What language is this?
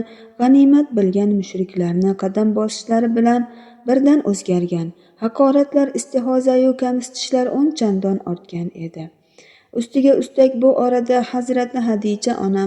Uzbek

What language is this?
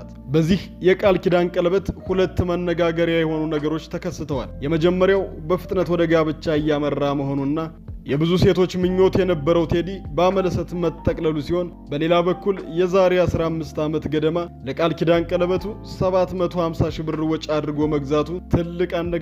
Amharic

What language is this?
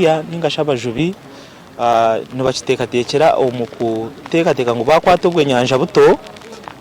Nyankole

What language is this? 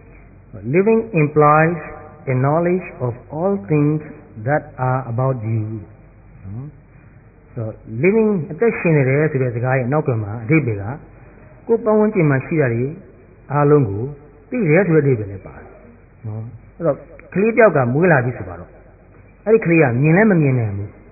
Burmese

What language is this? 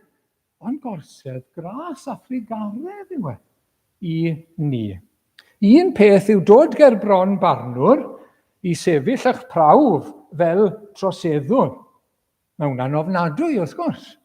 Welsh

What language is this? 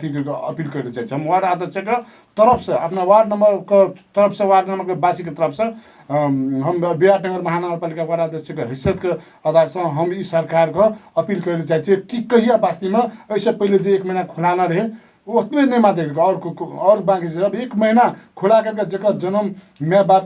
Maithili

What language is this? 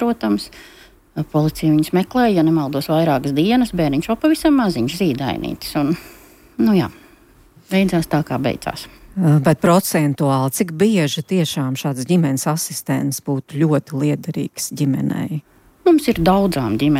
Latvian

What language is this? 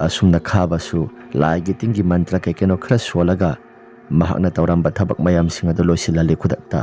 Manipuri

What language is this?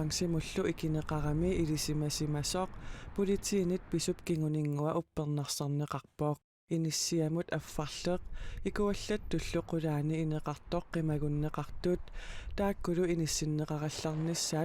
Kalaallisut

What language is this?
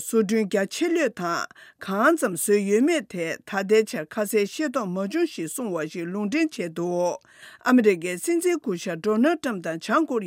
Tibetan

